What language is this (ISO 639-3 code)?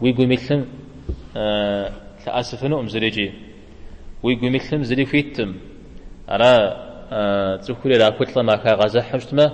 kbd